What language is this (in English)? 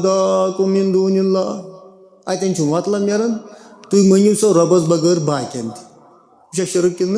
Kashmiri